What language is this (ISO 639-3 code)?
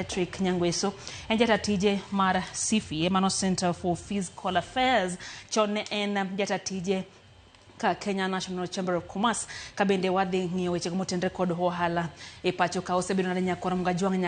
luo